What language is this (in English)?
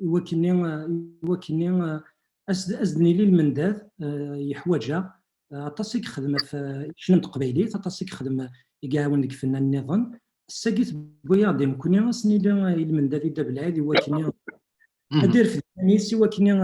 Kabyle